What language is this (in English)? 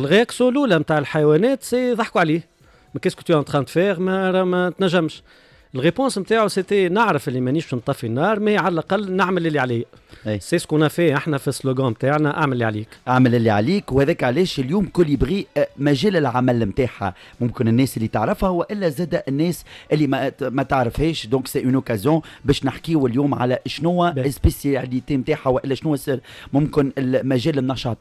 Tunisian Arabic